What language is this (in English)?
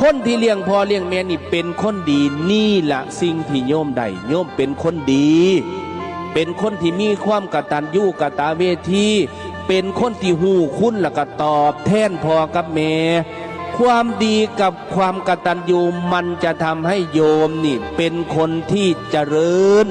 Northeastern Thai